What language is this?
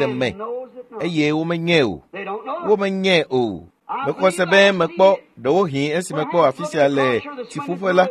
Ewe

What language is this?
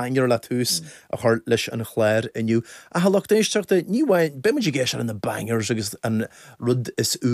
Irish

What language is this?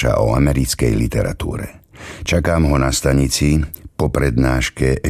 Slovak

